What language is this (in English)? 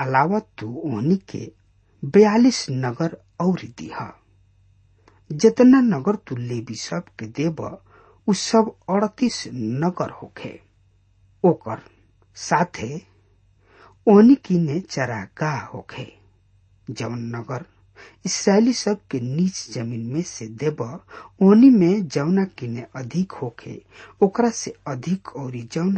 Bhojpuri